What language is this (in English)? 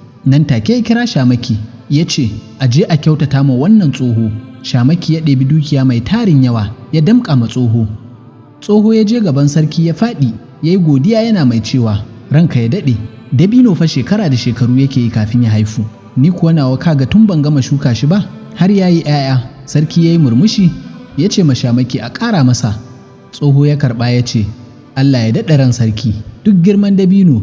Hausa